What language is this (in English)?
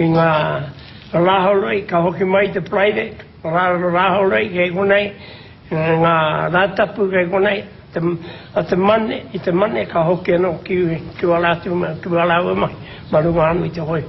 Māori